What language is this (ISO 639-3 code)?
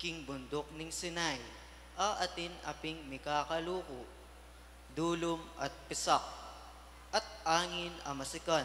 pam